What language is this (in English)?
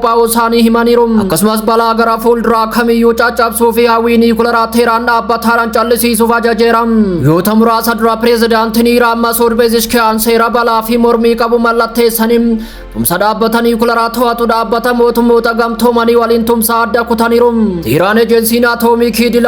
Oromo